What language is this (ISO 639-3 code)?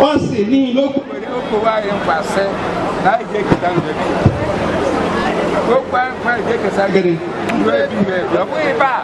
ibo